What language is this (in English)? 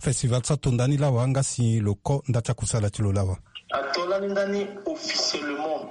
Sango